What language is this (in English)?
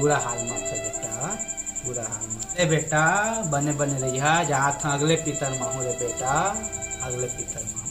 Chhattisgarhi